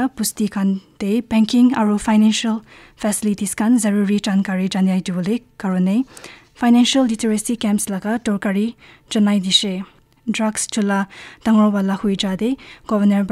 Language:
Naga Pidgin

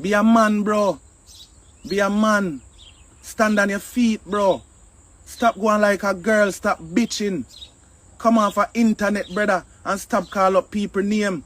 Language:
Jamaican Creole English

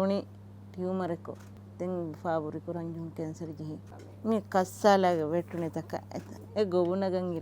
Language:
Divehi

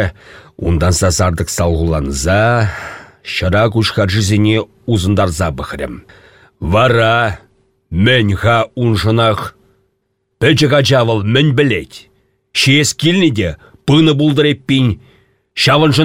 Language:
Chuvash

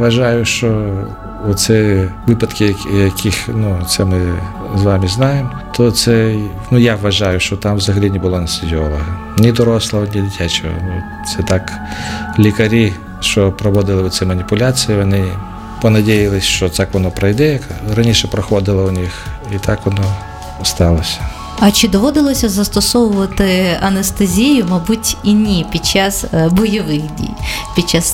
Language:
Ukrainian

